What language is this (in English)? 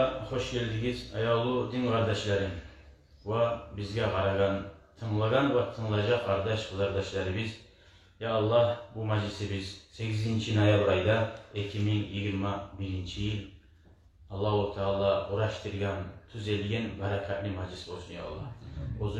Kumyk